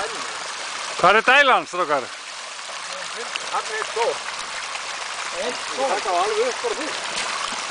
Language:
Icelandic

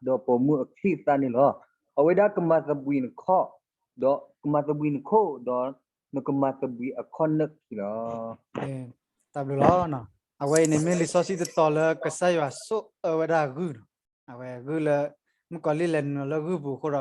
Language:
S'gaw Karen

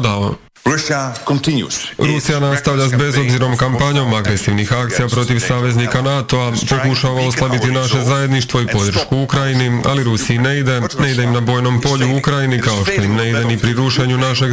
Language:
Croatian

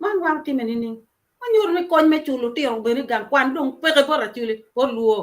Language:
Acoli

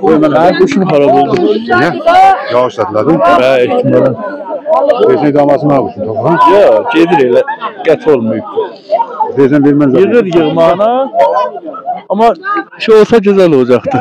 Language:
South Azerbaijani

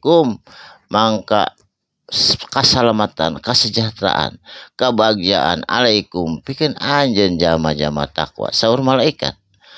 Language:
Sundanese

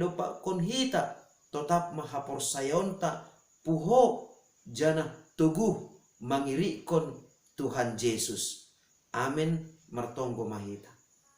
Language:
Batak Simalungun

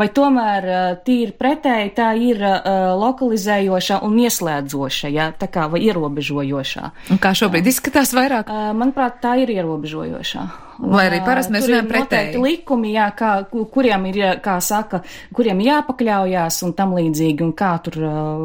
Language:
Latvian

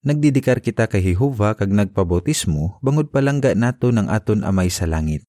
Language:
Hiligaynon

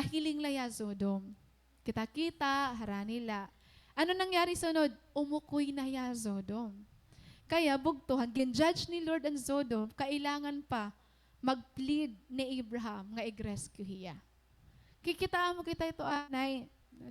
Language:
Waray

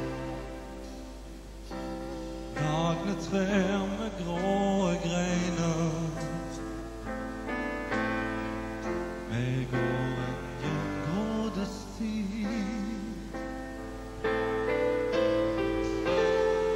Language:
Norwegian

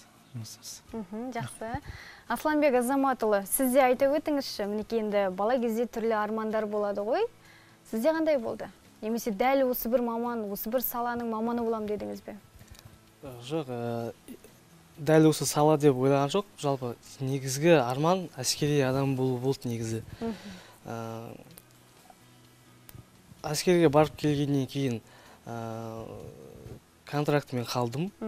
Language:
Kazakh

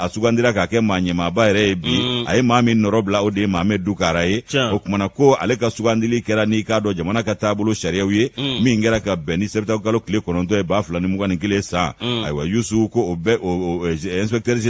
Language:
Bambara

